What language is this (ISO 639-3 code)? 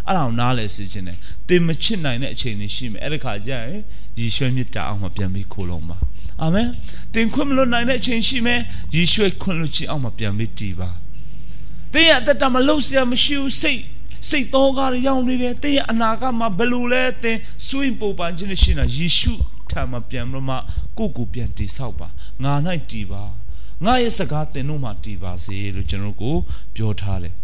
mya